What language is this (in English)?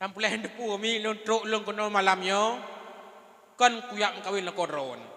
Achinese